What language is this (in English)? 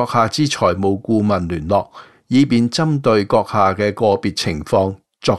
Cantonese